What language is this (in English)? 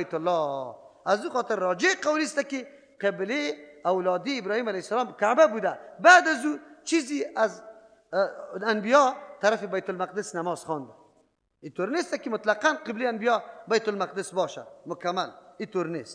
Persian